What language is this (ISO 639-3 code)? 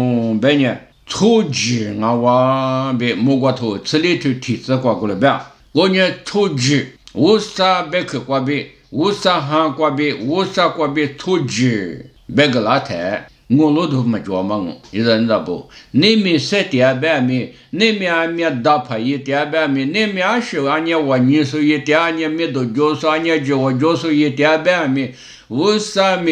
lis